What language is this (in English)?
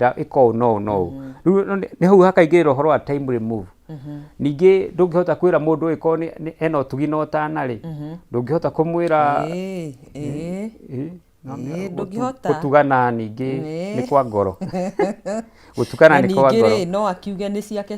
Kikuyu